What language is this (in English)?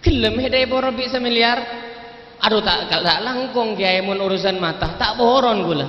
Madurese